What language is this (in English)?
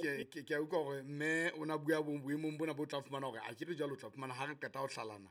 Southern Sotho